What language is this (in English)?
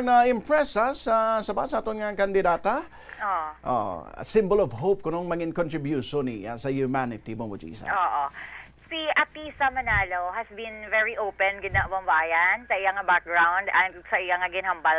Hiligaynon